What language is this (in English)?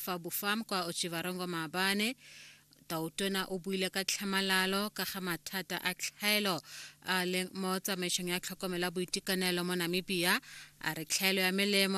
Tswana